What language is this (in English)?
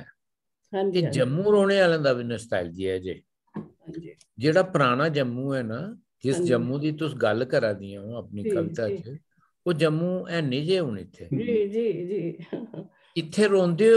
Dogri